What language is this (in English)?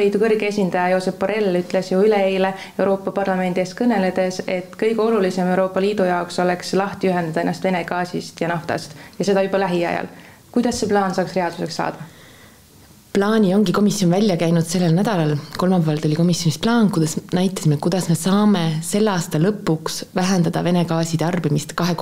Estonian